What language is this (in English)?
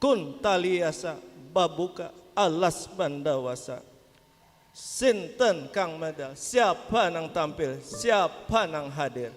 Banjar